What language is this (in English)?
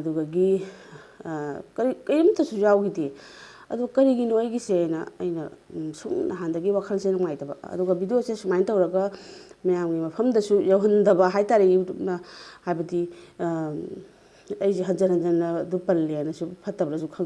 Manipuri